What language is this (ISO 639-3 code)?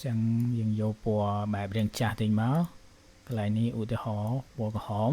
khm